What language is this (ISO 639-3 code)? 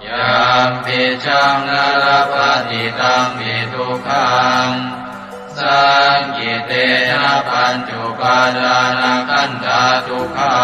pli